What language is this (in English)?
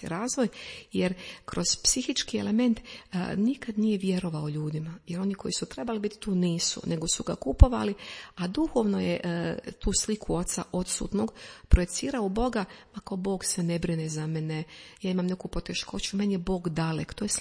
Croatian